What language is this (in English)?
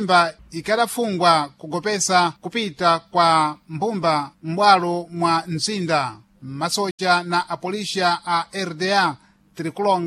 Sena